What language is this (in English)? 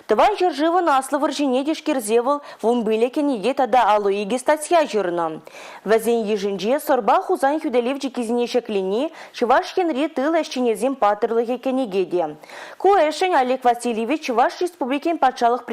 Chuvash